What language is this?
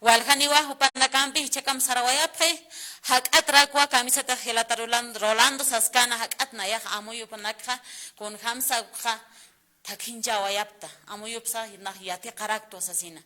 Aymara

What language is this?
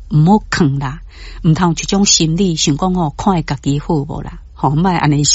Min Nan Chinese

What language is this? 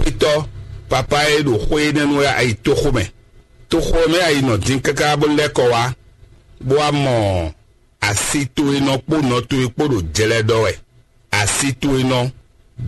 Fon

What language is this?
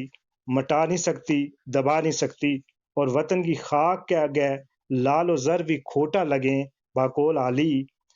Gujari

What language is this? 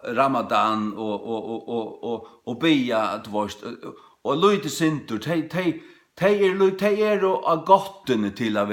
Faroese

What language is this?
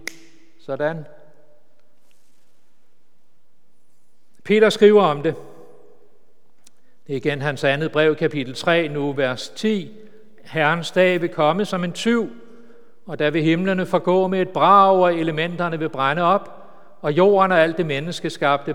Danish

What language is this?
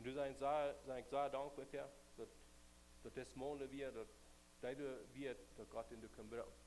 Plautdietsch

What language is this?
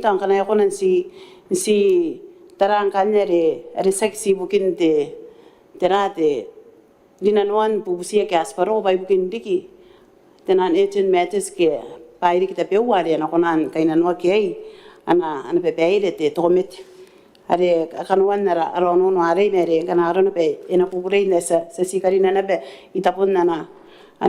Gilbertese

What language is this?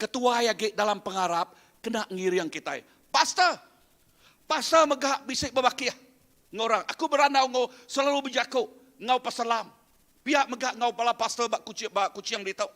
Iban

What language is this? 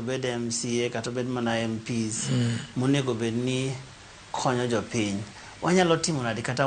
Luo (Kenya and Tanzania)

